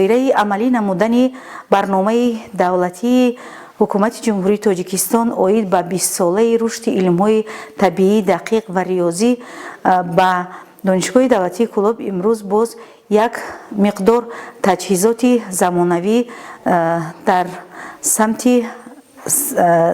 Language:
Tajik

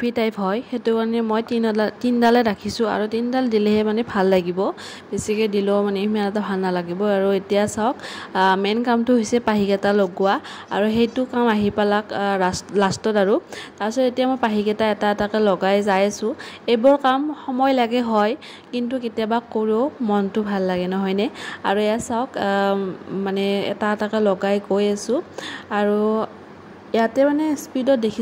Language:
Assamese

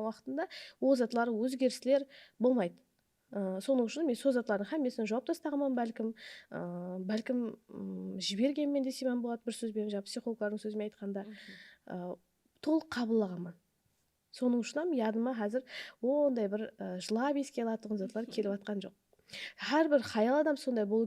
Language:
Kara-Kalpak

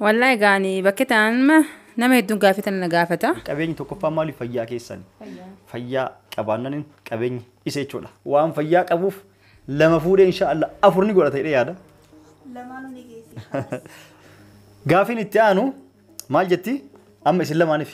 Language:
Oromo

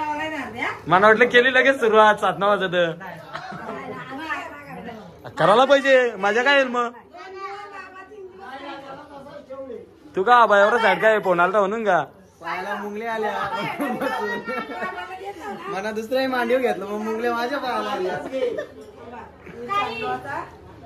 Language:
Marathi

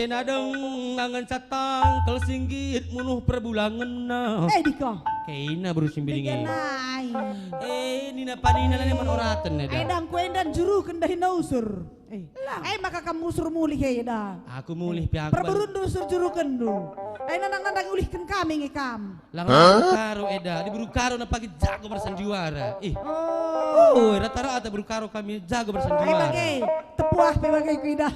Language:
Batak Karo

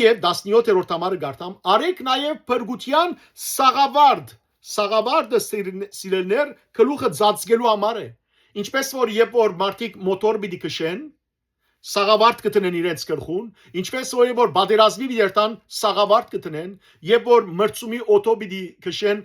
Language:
Western Armenian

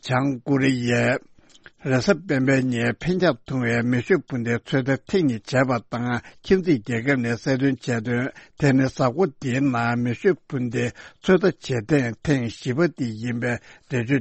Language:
Tibetan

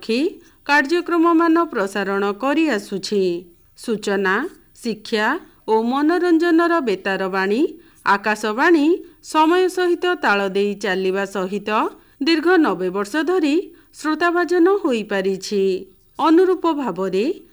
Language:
Odia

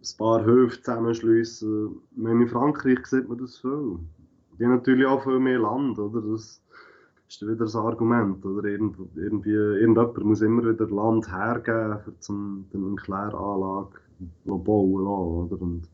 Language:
Swiss German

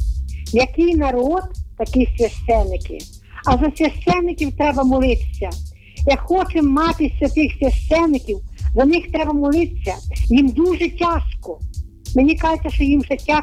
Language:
Ukrainian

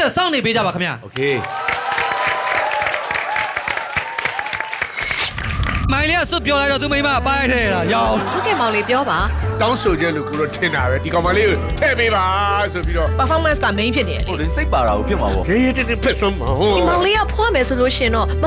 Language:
Burmese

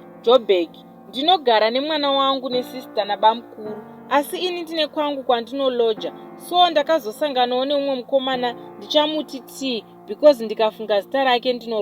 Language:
Shona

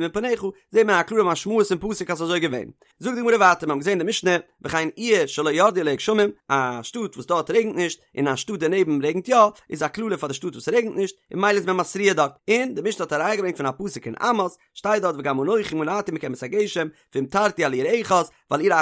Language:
Yiddish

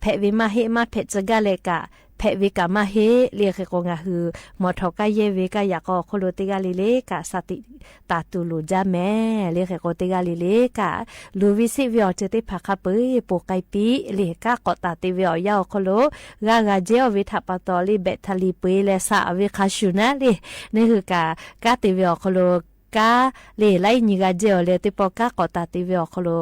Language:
Lahu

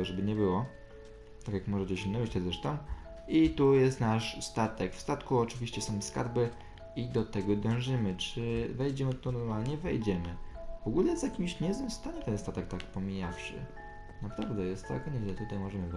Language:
Polish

